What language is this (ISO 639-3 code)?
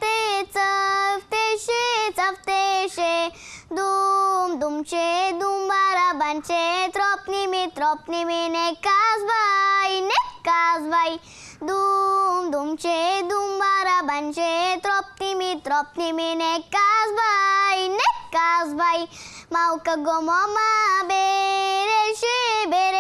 bul